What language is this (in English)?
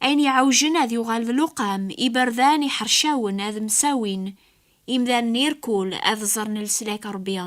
Kabyle